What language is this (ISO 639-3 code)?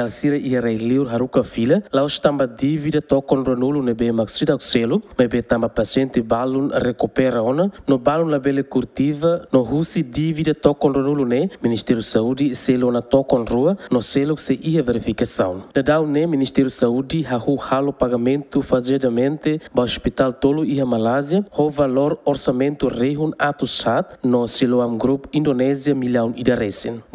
tet